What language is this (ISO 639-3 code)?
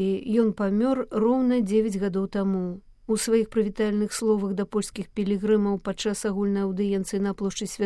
bel